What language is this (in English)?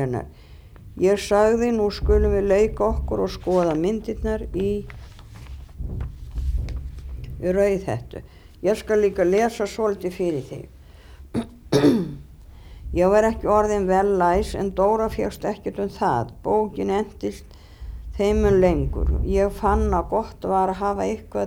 Icelandic